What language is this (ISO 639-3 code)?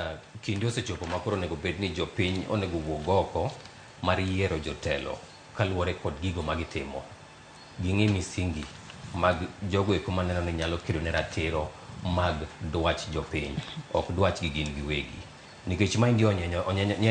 luo